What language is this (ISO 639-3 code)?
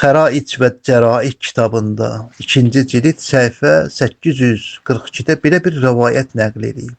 aze